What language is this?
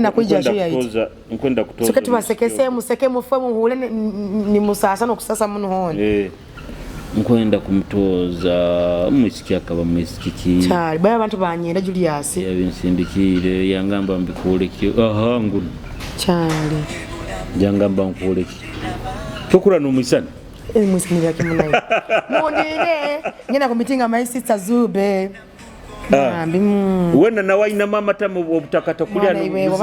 Nyoro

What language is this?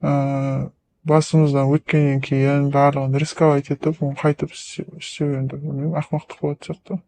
Kazakh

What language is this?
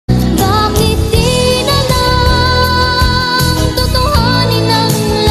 Filipino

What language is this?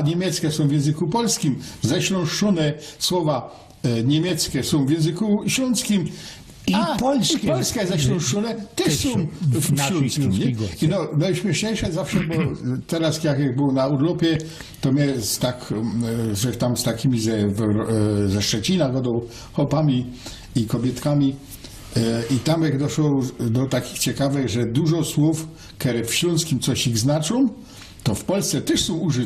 Silesian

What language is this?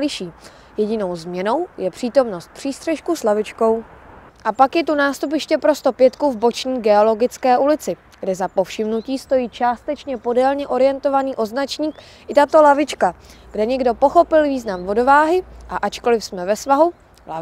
Czech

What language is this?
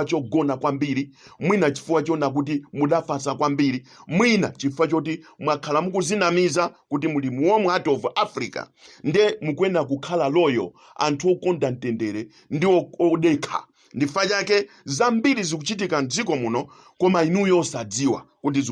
Nyanja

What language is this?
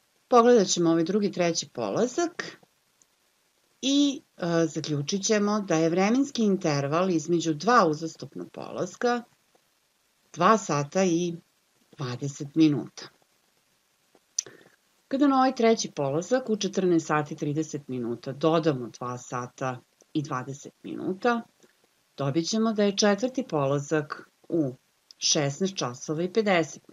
Serbian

